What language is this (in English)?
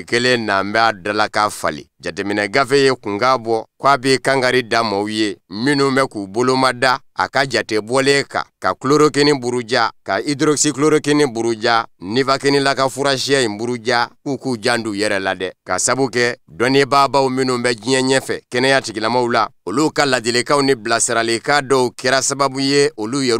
Bambara